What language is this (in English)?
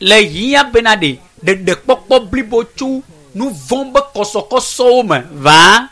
Ewe